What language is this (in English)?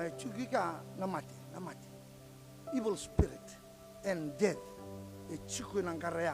Fijian